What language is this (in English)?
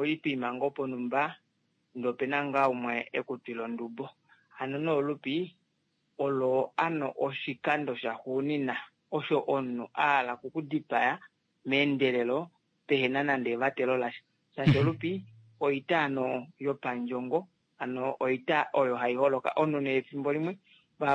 Kuanyama